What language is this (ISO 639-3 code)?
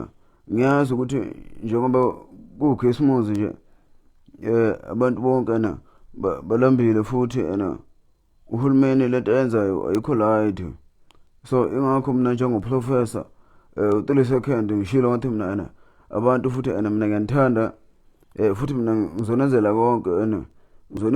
zul